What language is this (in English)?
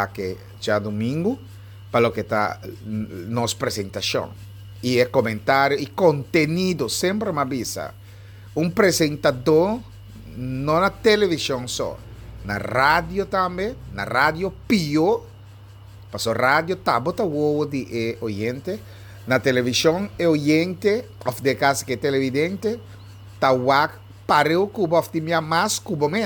Papiamento